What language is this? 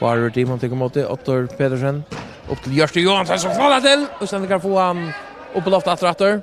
Faroese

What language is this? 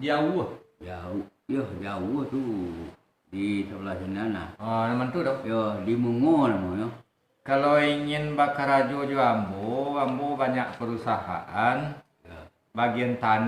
Minangkabau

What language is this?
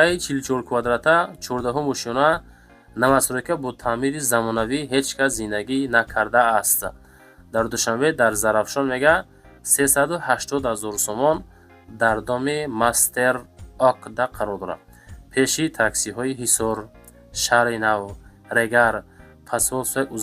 Tajik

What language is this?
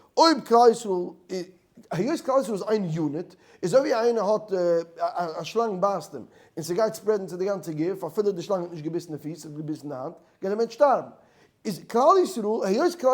Yiddish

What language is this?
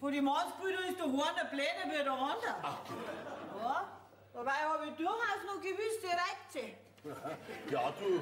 Bavarian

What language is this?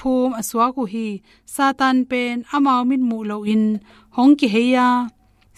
Tedim Chin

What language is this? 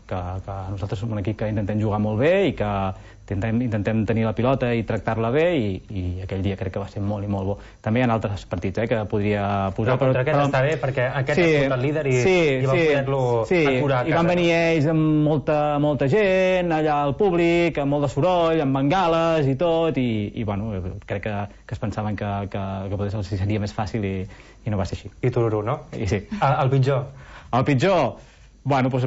Catalan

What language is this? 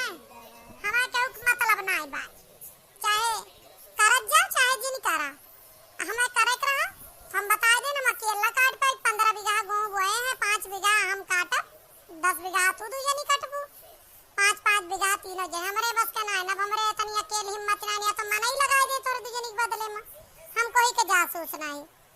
Awadhi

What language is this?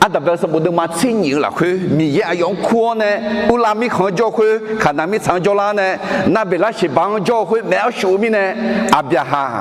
Akha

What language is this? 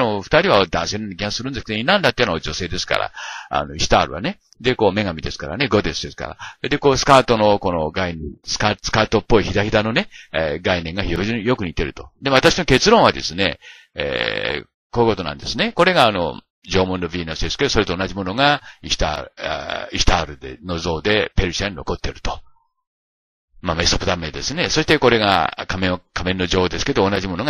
Japanese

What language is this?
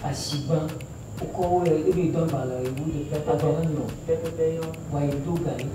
Ewe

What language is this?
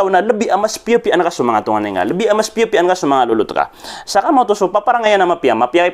Maranao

